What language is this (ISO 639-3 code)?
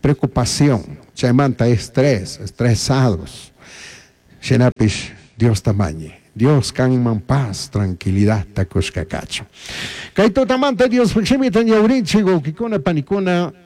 qug